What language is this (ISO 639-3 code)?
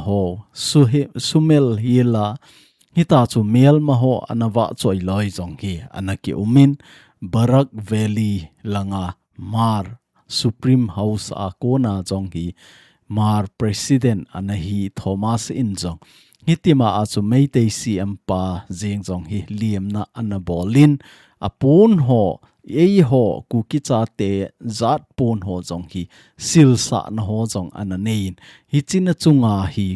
tcz